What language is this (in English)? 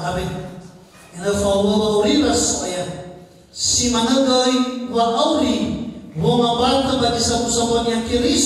Nias